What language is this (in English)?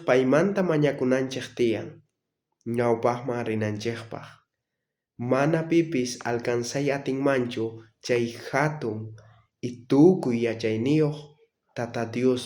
South Bolivian Quechua